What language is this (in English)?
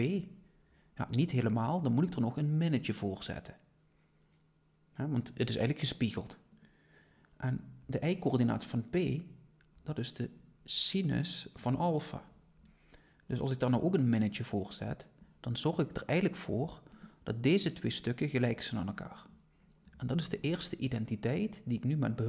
Dutch